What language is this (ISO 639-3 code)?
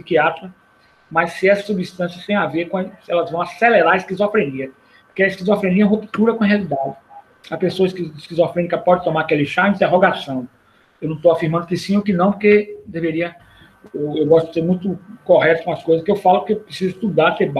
por